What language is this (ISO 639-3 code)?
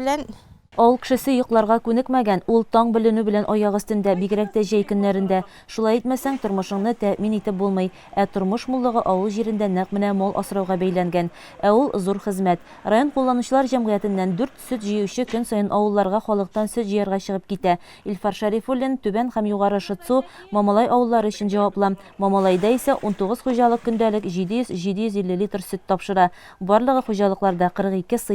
tat